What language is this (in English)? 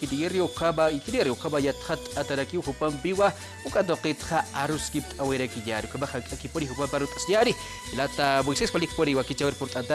Aymara